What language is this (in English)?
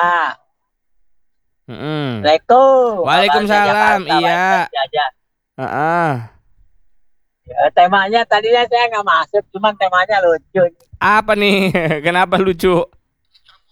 Indonesian